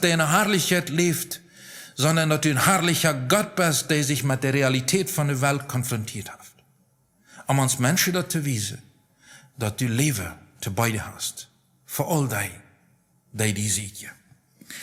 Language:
Plautdietsch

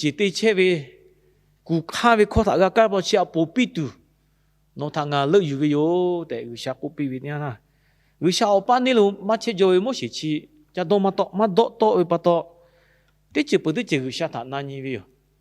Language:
Lahu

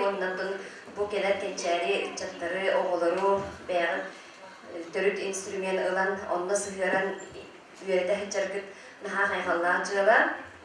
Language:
Yakut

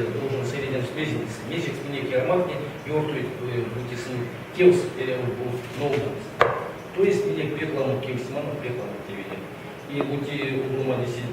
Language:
Erzya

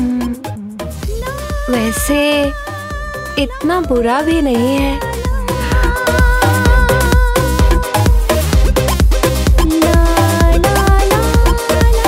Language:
Bhojpuri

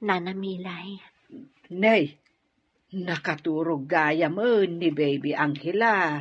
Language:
Iloko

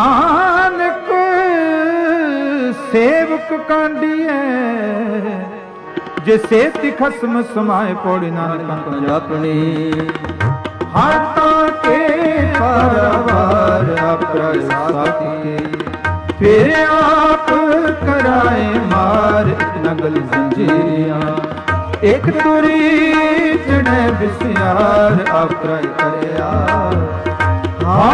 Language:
Punjabi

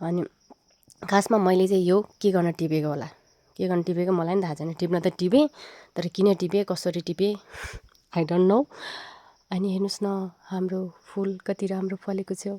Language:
Nepali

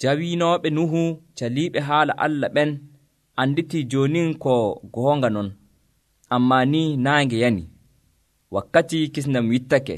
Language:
Nigerian Fulfulde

